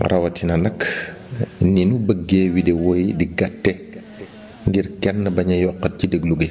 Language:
Wolof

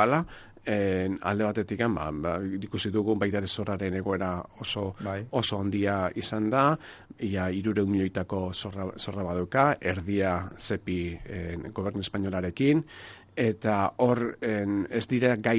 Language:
Basque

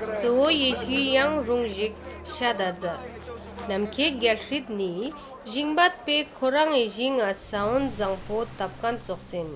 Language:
Ladakhi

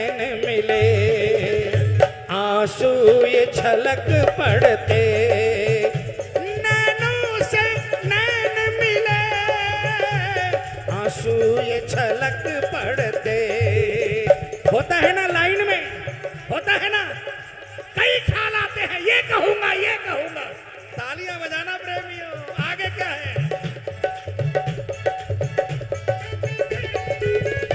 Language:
Hindi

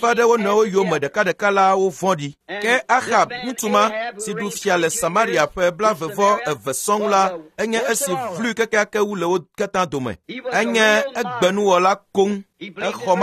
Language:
Ewe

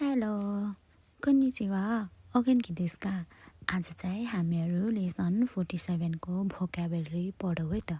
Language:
Nepali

